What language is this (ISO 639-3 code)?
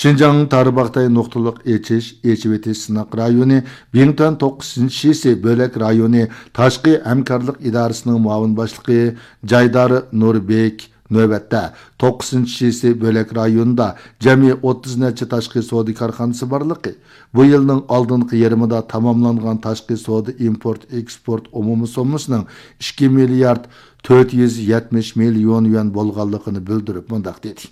uig